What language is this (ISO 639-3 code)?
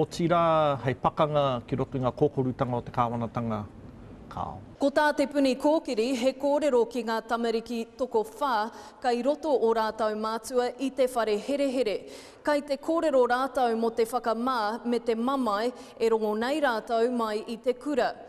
mri